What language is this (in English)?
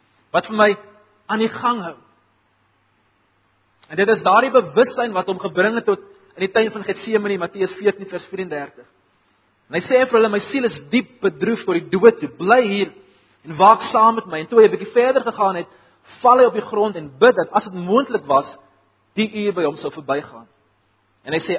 Afrikaans